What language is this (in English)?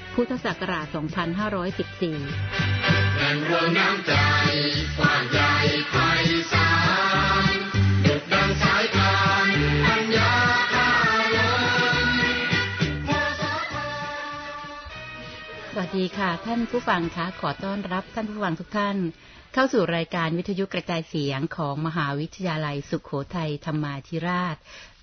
Thai